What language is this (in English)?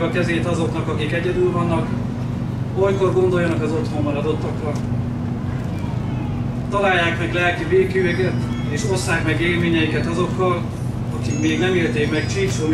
Hungarian